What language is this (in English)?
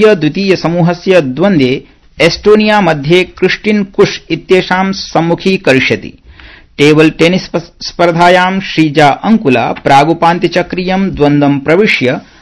Sanskrit